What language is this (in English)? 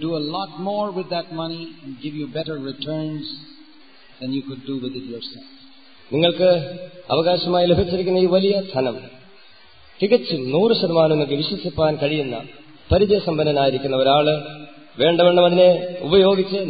Malayalam